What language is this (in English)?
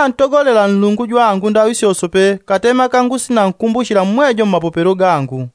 Yao